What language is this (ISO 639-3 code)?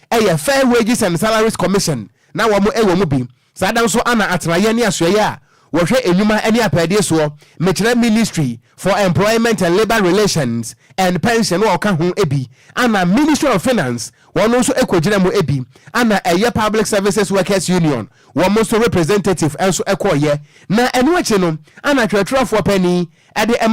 aka